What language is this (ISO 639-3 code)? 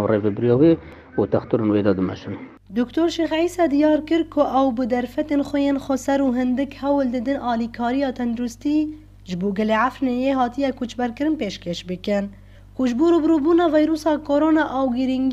kur